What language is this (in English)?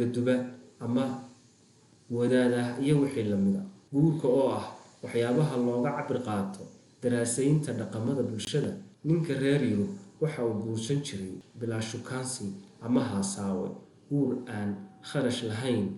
Somali